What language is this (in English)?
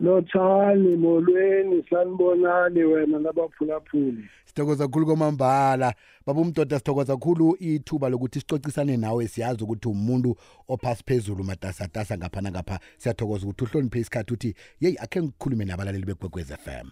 South Ndebele